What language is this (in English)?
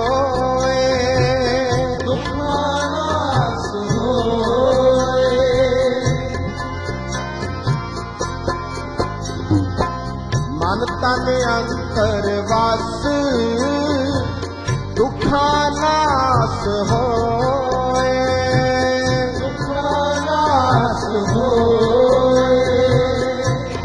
Punjabi